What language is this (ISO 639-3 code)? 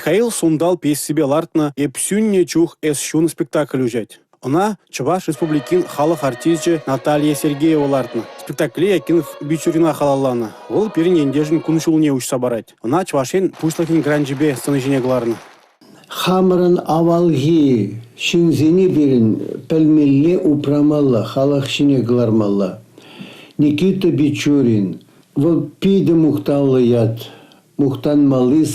chv